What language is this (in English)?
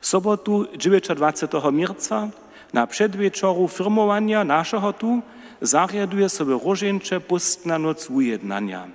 Upper Sorbian